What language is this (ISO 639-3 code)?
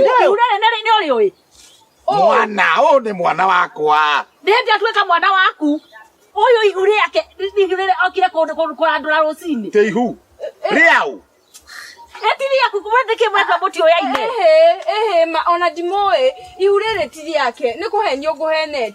kik